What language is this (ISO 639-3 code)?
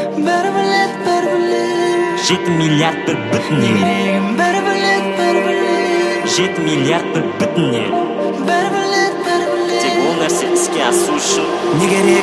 kaz